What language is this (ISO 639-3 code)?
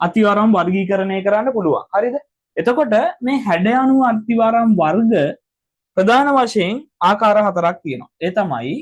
sin